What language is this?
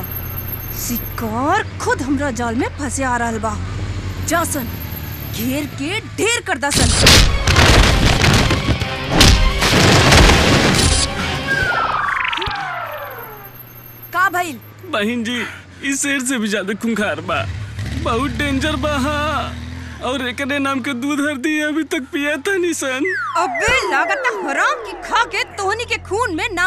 Bhojpuri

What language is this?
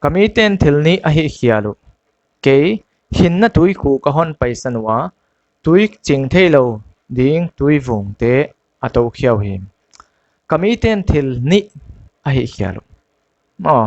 Paite Chin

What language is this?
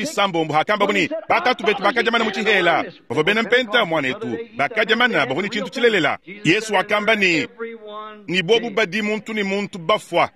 Luba-Lulua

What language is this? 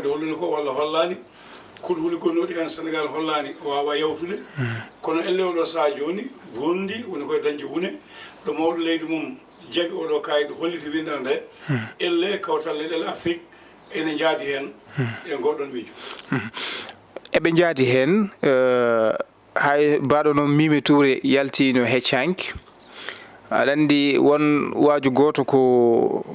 Fula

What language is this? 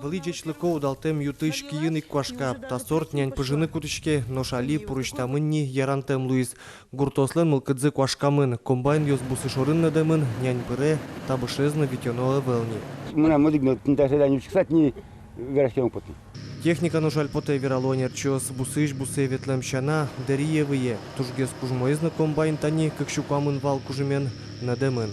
Udmurt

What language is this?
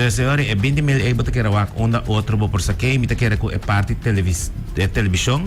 Papiamento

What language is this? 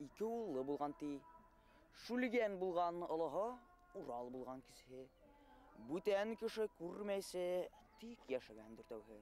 Bashkir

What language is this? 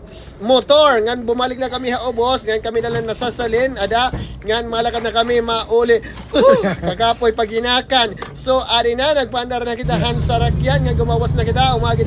Waray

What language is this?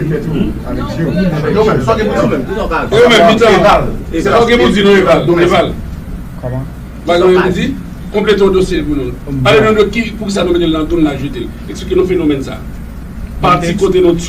Haitian Creole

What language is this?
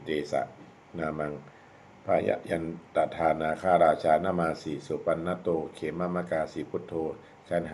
Pali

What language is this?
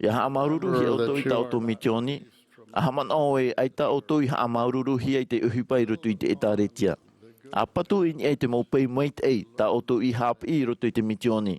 Tahitian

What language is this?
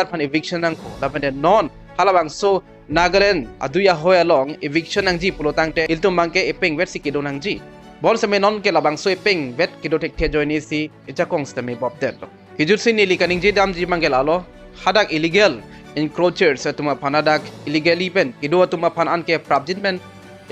Karbi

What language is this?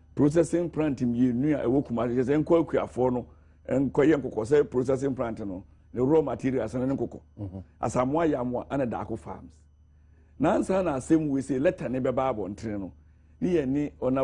Akan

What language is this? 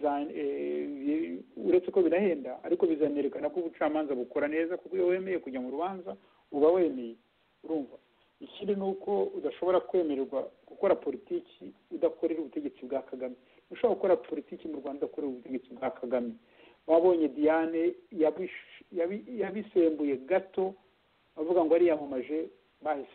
Kinyarwanda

